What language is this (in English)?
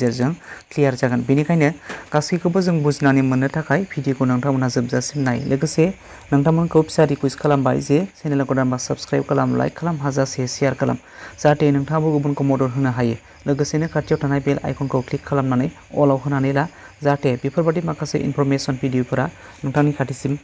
Bodo